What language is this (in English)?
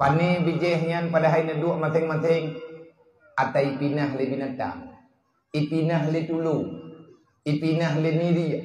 Achinese